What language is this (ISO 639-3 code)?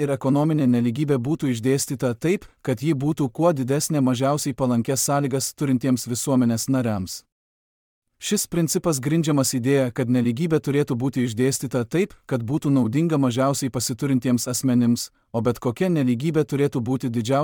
lit